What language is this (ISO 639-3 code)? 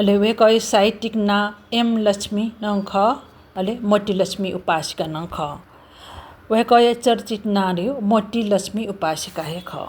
new